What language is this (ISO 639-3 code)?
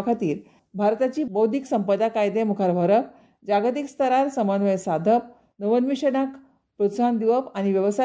kok